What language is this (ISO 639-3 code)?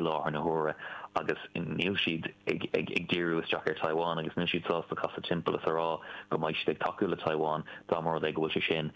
gle